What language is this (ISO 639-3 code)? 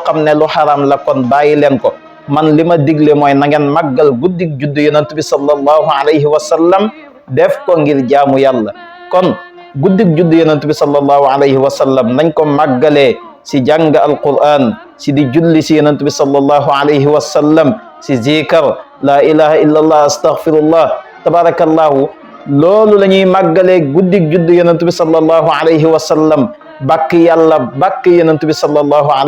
wol